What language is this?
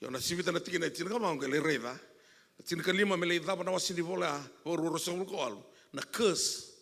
Fijian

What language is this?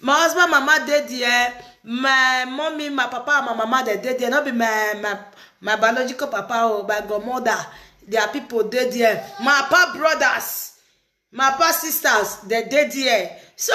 Nigerian Pidgin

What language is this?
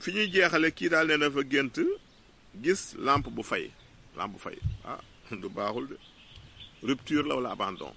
Wolof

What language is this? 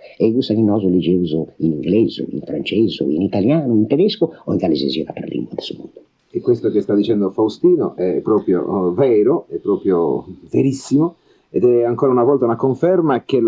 Sardinian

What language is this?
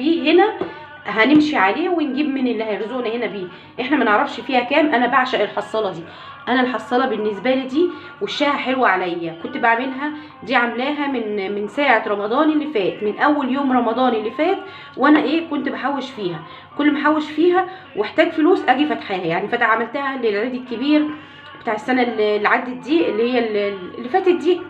Egyptian Arabic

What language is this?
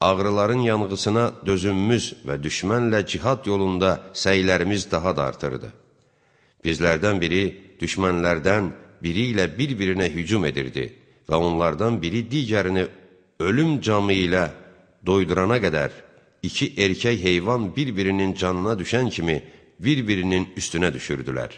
Azerbaijani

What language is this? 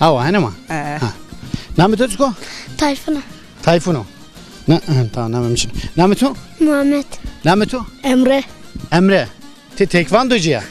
Zaza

